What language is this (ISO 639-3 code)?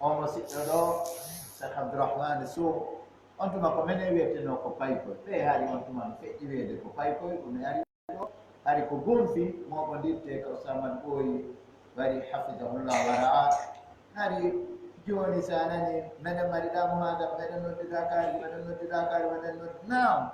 ful